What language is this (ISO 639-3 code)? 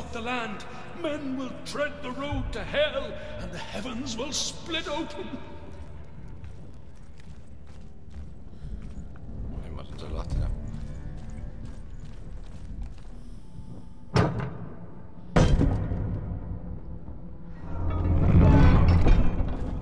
est